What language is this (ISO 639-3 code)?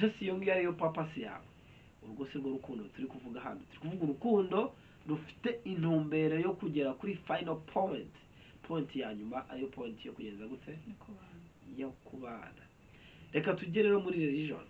kin